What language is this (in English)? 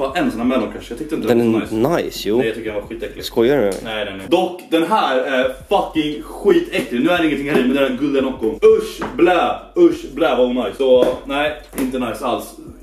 Swedish